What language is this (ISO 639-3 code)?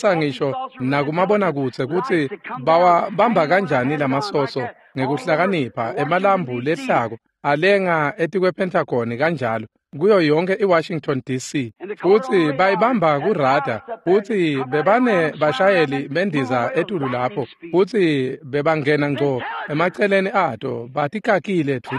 ssw